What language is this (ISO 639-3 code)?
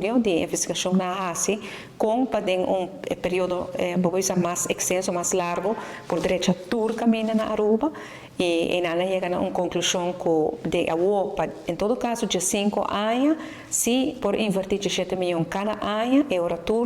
pap